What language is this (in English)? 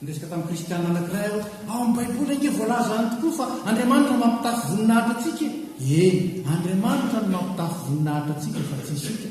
Malagasy